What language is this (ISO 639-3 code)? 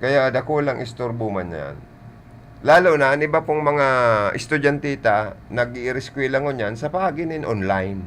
bik